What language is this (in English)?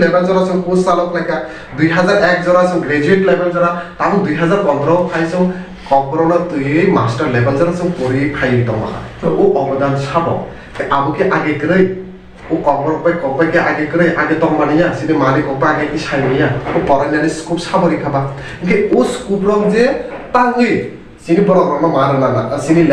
Kok Borok